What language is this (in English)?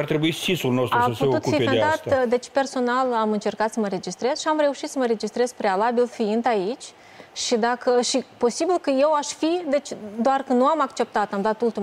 Romanian